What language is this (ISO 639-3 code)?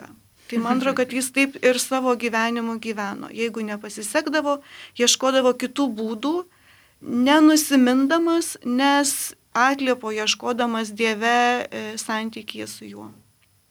lit